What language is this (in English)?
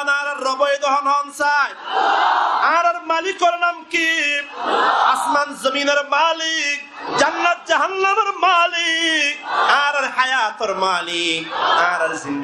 Rohingya